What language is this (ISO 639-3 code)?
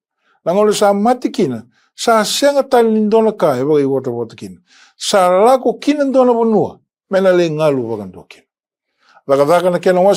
fij